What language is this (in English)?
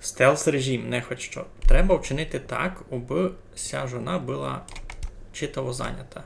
Rusyn